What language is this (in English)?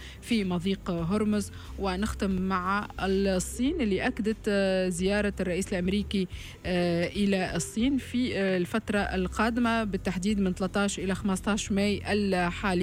Tunisian Arabic